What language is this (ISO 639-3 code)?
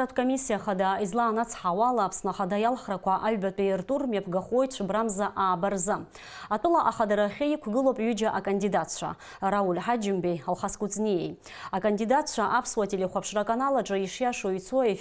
abk